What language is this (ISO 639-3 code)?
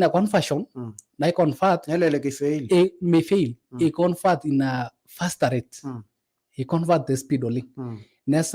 mas